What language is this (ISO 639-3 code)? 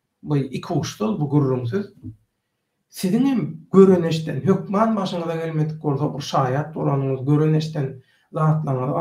tuk